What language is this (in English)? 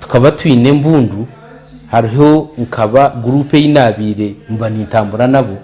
Nyankole